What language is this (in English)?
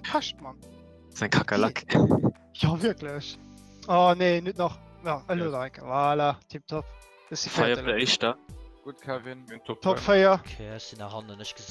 Luxembourgish